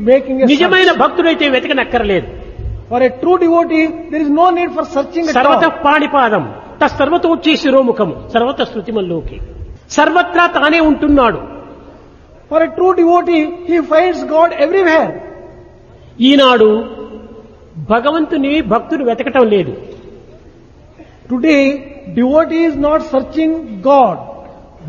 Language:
Telugu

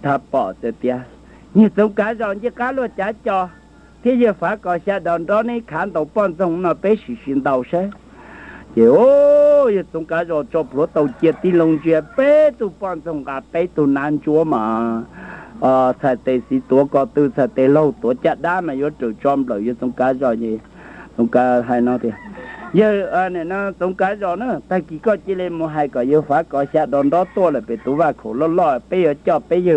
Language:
Hmong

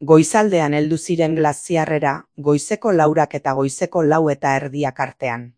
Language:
Basque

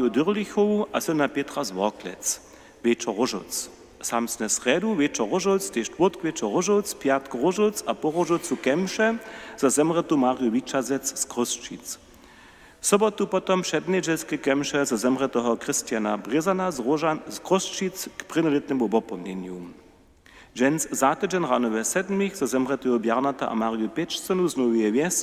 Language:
Upper Sorbian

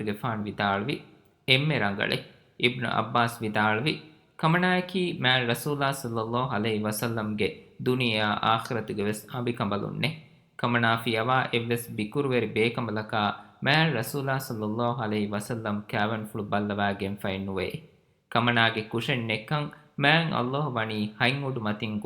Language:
Divehi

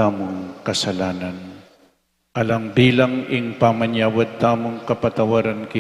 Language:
Pampanga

